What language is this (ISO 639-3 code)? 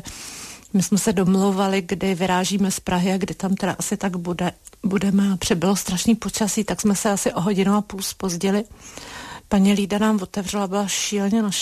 ces